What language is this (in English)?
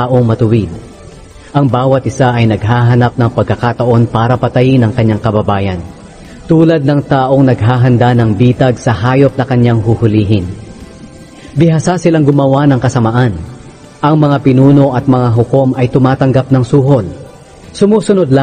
Filipino